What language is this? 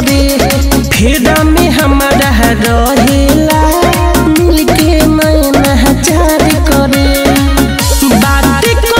Bhojpuri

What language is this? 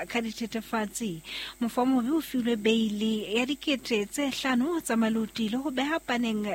Southern Sotho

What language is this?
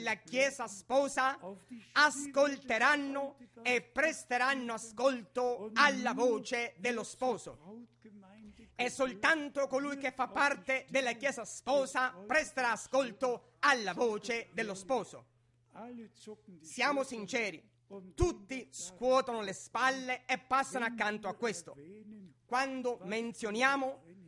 Italian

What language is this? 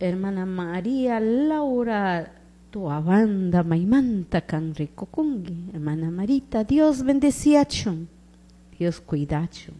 Chimborazo Highland Quichua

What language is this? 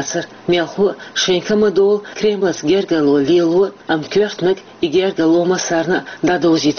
Chechen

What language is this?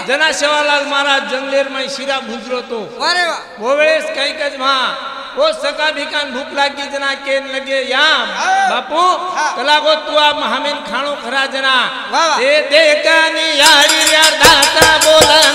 Lambadi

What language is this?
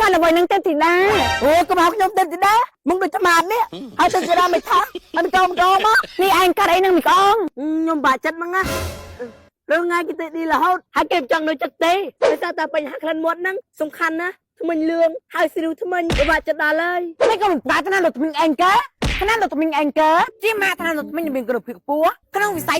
Khmer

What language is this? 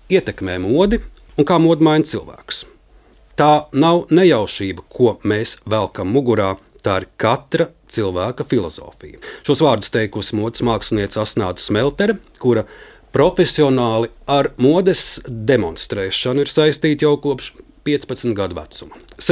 Latvian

